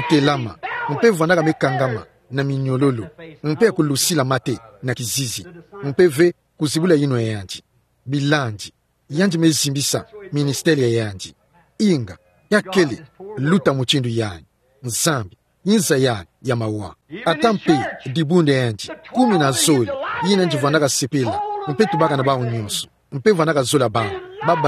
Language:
Kituba (Democratic Republic of Congo)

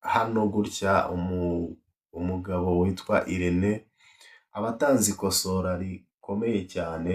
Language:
Kinyarwanda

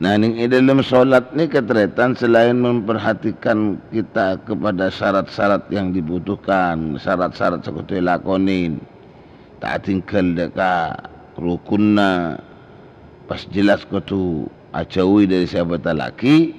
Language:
Madurese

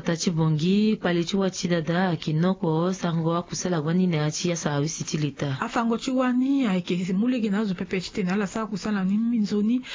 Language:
Sango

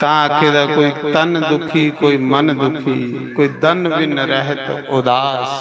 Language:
Dogri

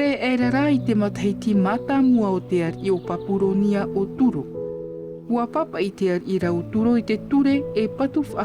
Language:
Tahitian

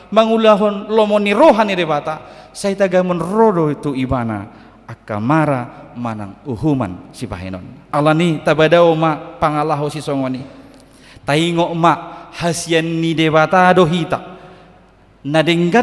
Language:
Batak Toba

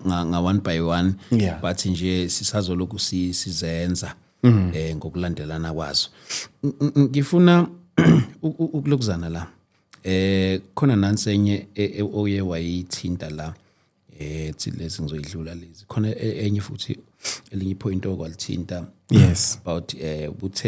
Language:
Zulu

